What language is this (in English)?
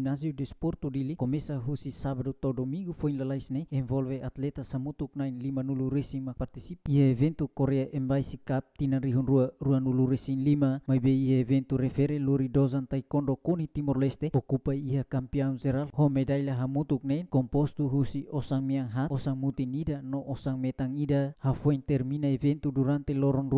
Tetum